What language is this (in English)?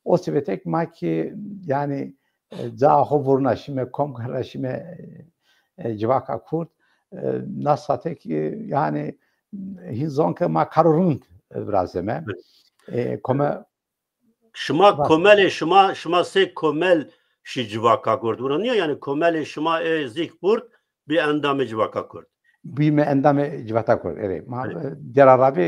Zaza